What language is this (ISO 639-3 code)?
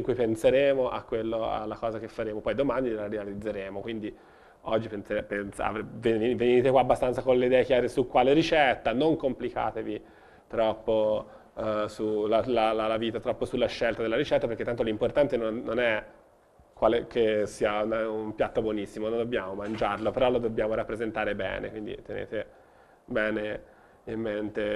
ita